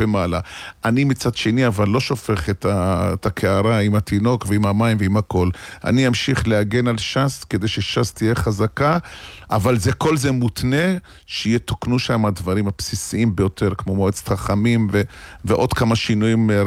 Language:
Hebrew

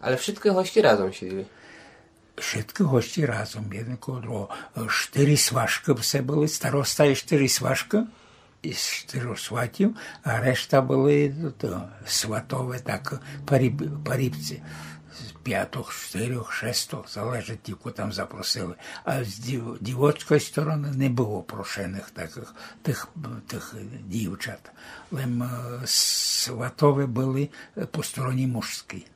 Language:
Rusyn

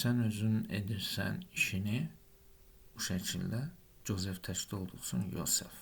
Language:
Azerbaijani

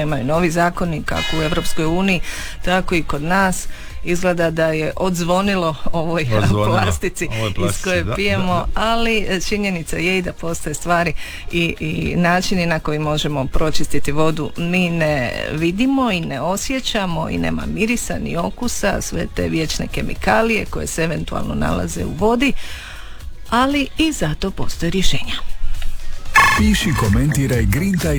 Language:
Croatian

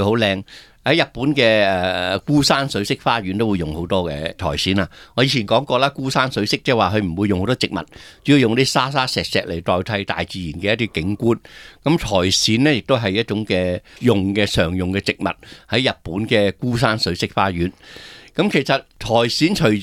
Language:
Cantonese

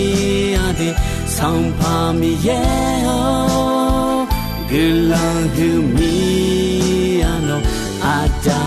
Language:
Akha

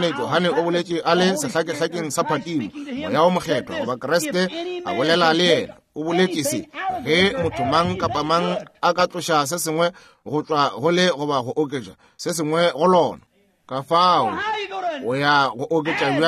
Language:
Northern Sotho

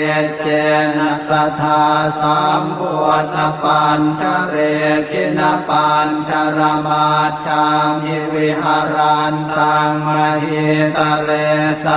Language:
Pali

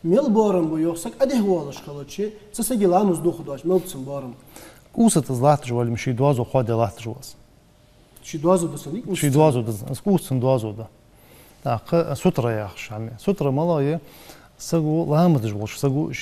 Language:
Ingush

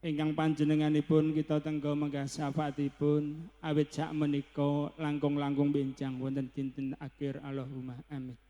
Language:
Javanese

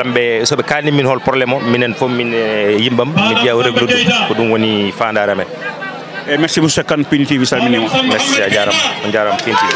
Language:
Fula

